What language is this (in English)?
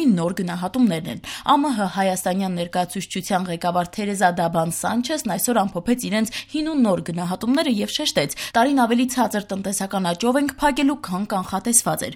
Armenian